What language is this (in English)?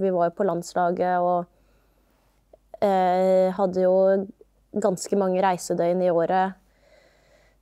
Norwegian